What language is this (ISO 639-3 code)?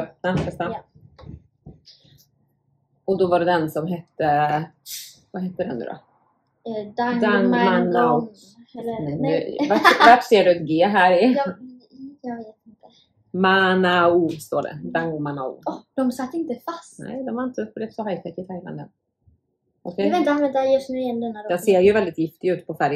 swe